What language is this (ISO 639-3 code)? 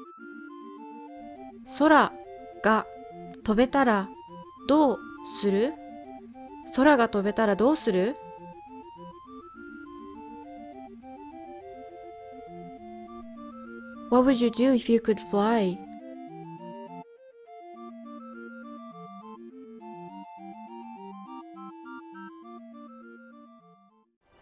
jpn